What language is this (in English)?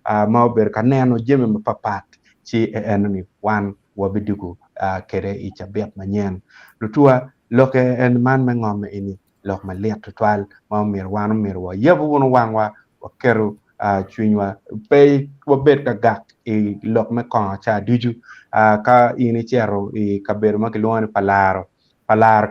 Acoli